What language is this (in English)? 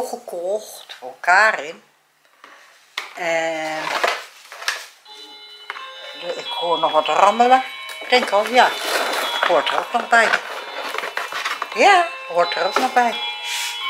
Dutch